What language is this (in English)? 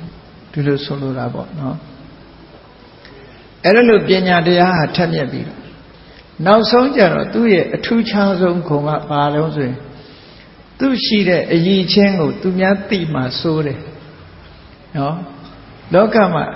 Burmese